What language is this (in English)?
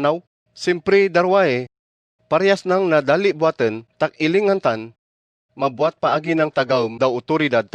Kagayanen